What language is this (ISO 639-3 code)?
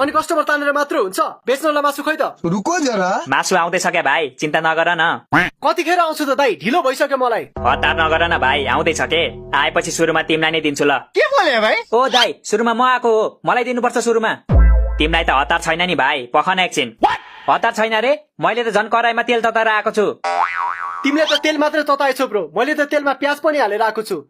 nep